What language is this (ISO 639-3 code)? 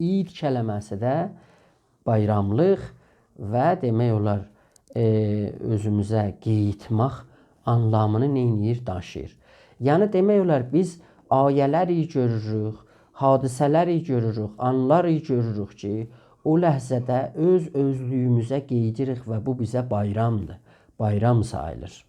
azb